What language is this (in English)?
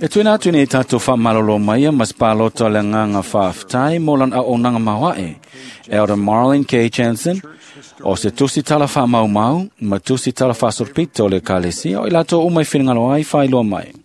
Samoan